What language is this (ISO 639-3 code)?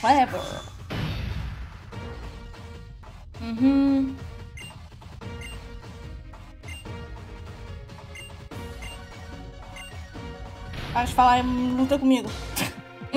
por